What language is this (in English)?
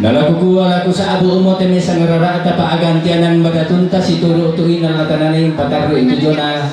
Toraja-Sa'dan